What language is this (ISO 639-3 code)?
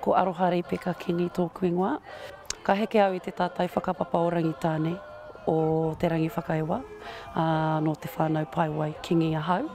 mri